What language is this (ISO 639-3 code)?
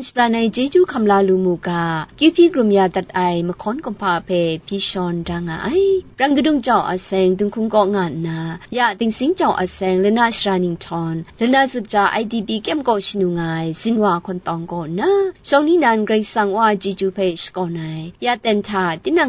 kac